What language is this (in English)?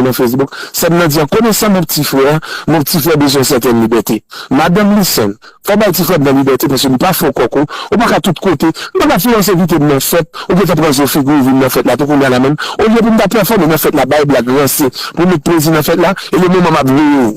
Haitian Creole